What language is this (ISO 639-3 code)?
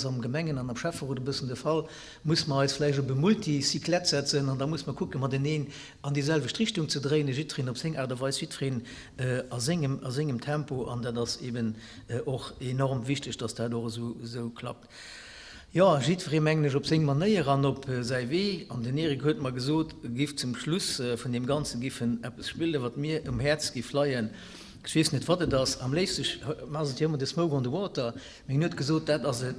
ltz